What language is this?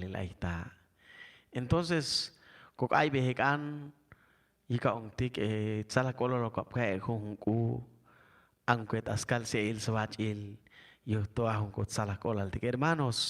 Chuj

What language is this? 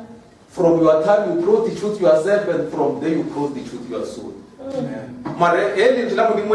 Northern Sotho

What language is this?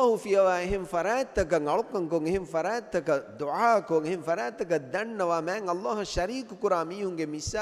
Divehi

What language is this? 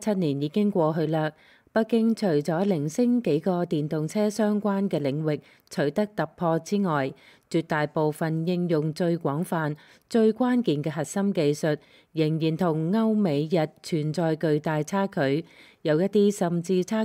Cantonese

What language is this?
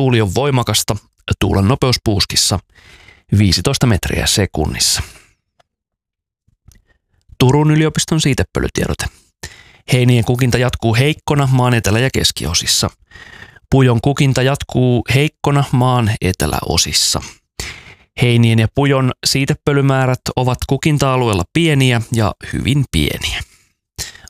Finnish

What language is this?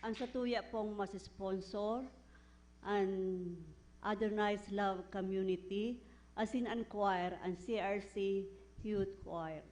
Bikol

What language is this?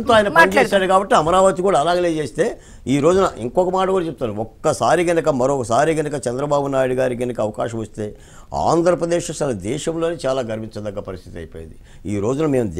Telugu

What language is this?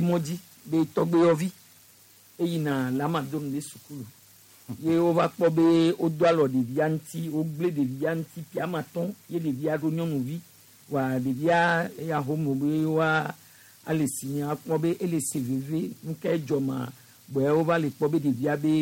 Gen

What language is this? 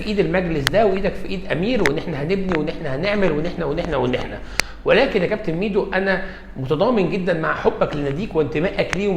Egyptian Arabic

